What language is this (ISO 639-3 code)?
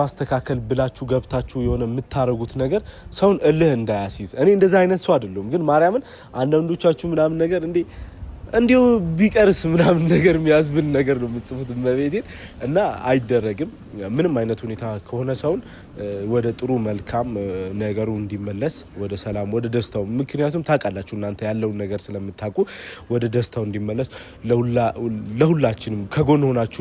amh